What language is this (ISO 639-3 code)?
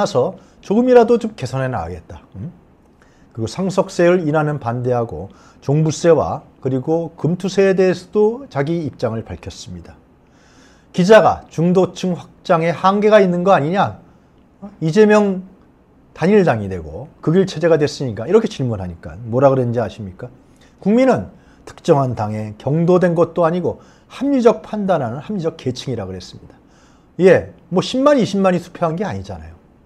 kor